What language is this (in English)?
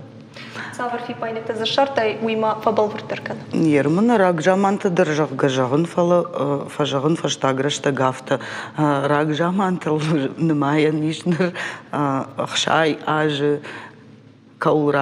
Ossetic